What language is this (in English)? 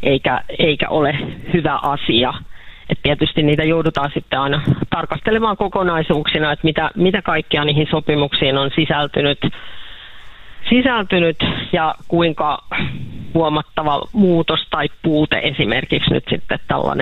Finnish